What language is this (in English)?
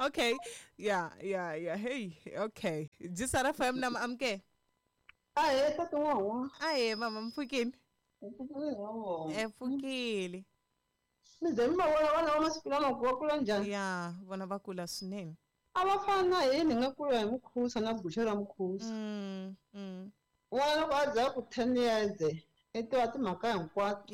Tsonga